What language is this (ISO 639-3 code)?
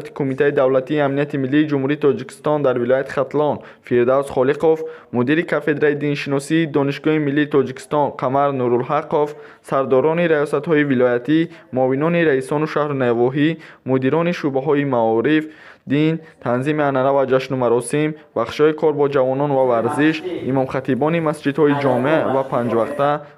tgk